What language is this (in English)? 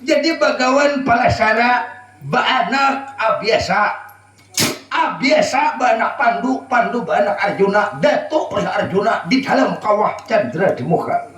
Banjar